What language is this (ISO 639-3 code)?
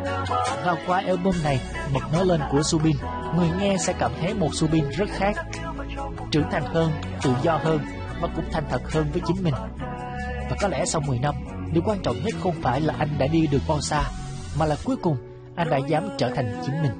vie